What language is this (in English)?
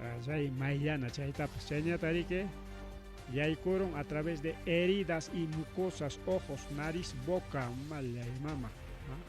Ayacucho Quechua